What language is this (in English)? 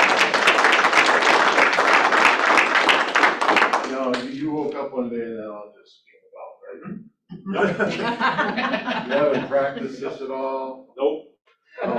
English